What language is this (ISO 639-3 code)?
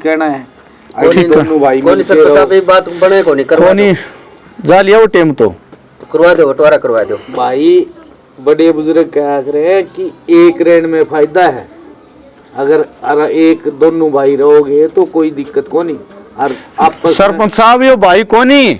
bgc